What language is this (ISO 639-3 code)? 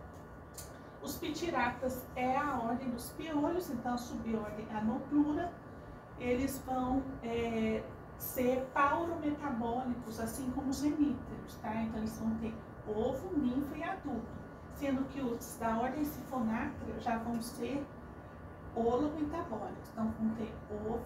por